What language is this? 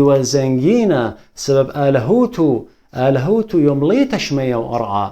Assyrian Neo-Aramaic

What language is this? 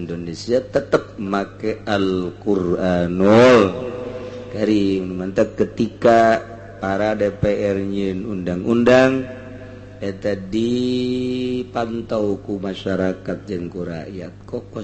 Sundanese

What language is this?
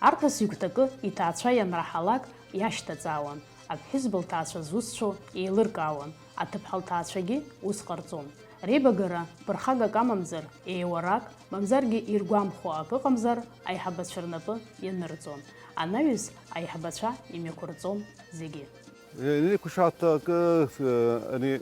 Abkhazian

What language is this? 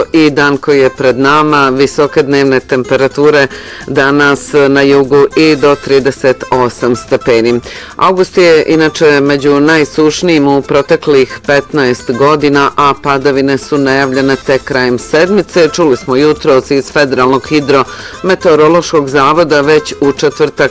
Bosnian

